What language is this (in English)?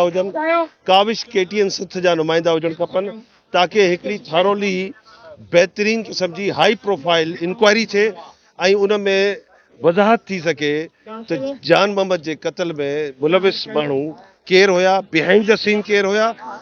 Sindhi